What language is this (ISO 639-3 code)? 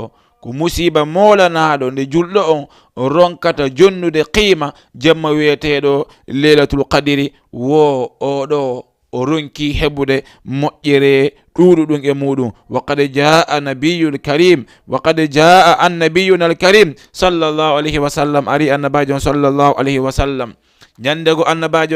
ful